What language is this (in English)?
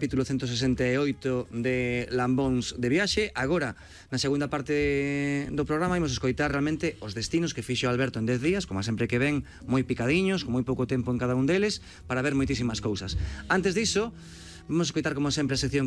Galician